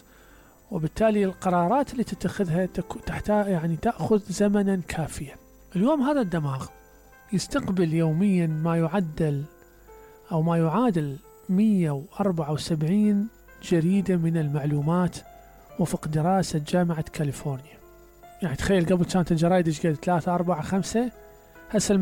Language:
Mesopotamian Arabic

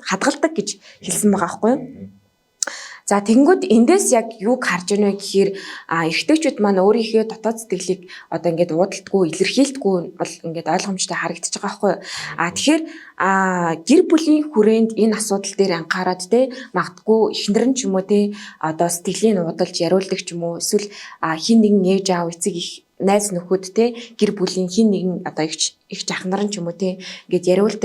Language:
Mongolian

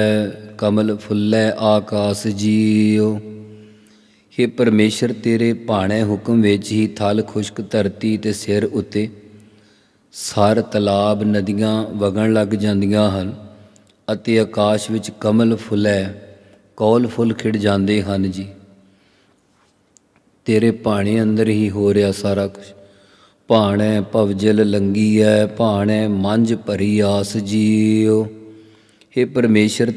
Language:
Punjabi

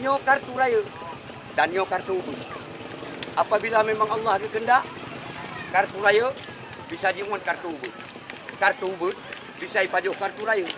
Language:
Achinese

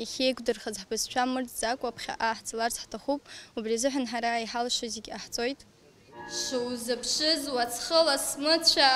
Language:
Abkhazian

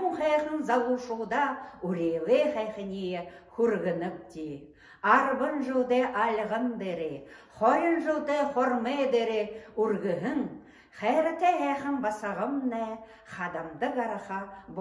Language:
Buriat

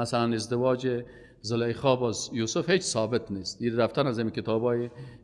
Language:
Persian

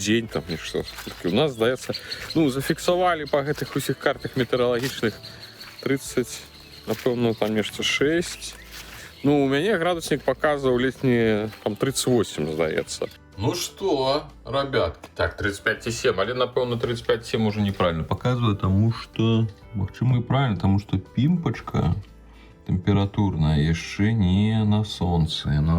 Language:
Belarusian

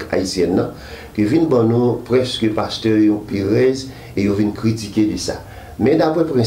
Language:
Haitian Creole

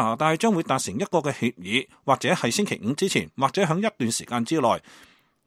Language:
Cantonese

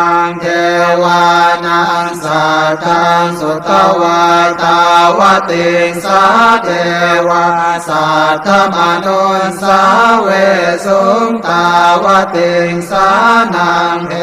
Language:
Pali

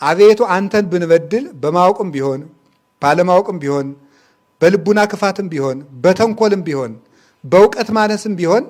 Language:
Amharic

